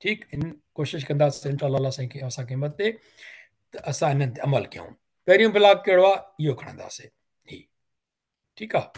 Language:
Sindhi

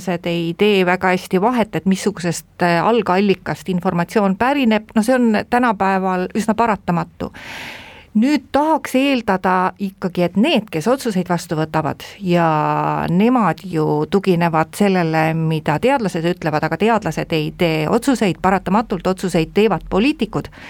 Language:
Estonian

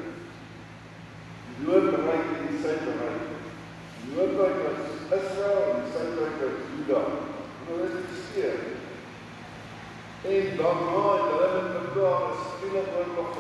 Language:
Afrikaans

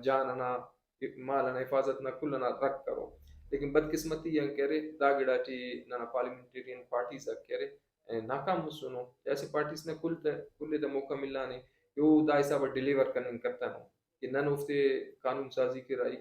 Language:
Brahui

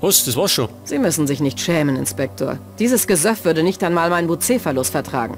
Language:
Bavarian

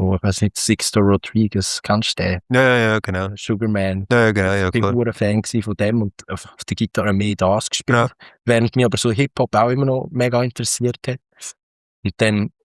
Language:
Swiss German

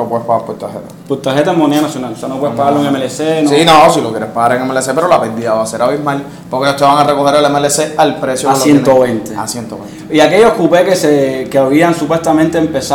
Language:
Spanish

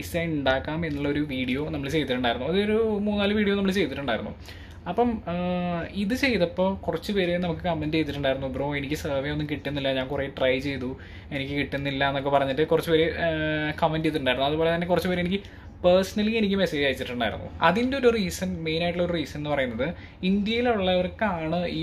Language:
Malayalam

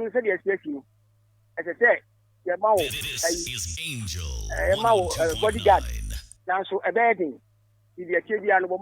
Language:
Akan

